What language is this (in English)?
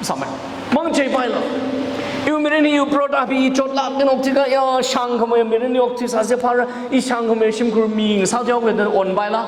Tangkhul Naga (India)